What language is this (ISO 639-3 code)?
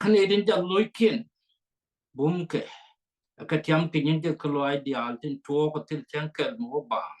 nus